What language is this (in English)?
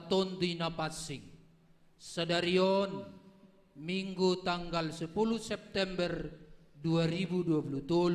Batak Simalungun